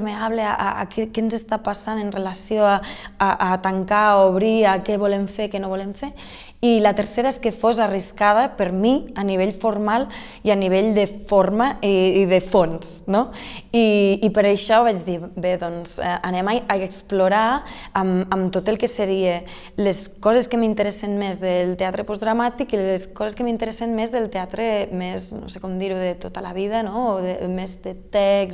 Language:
Catalan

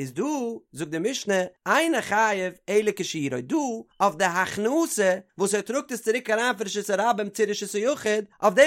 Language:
Yiddish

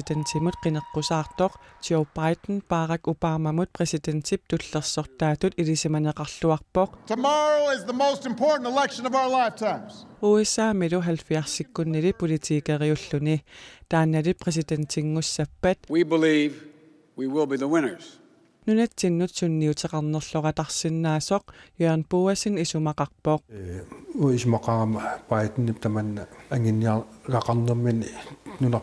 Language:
Kalaallisut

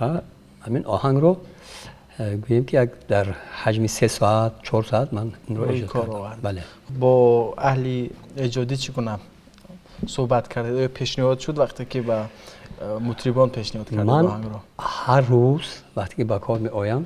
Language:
Tajik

